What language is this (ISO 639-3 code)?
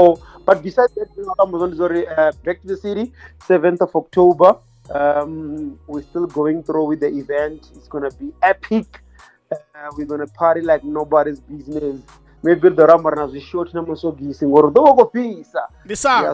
ven